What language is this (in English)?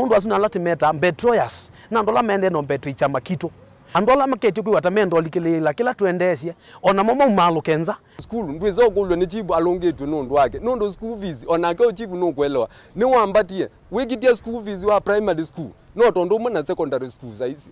Kamba